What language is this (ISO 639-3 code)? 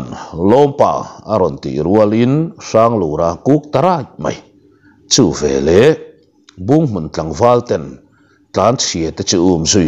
lus